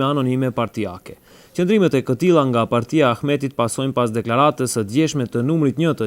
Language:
Albanian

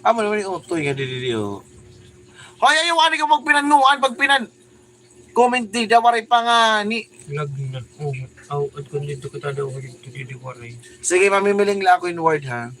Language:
Waray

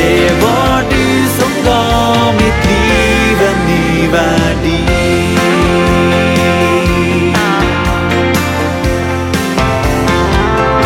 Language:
Norwegian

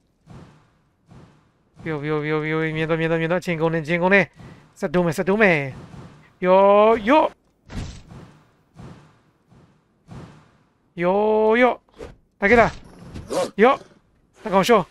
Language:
Burmese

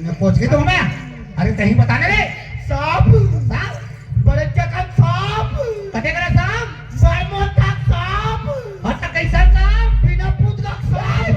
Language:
Chhattisgarhi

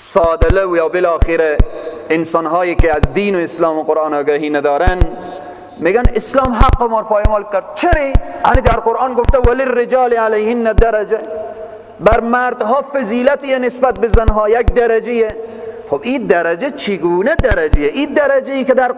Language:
Persian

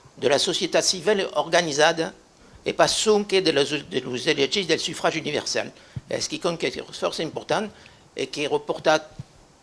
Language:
Occitan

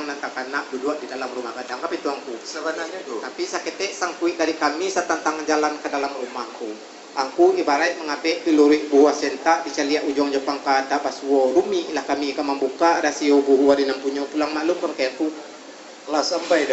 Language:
Minangkabau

